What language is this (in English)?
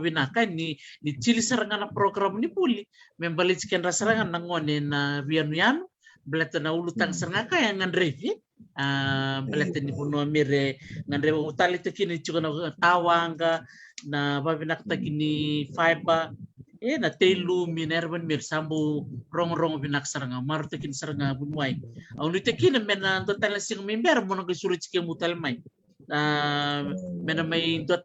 Fijian